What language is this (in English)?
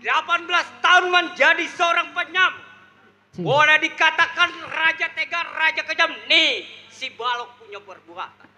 Betawi